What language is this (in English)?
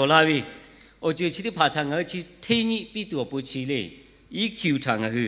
Lahu